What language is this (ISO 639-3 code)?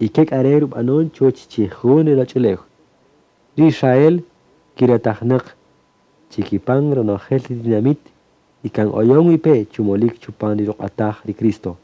cak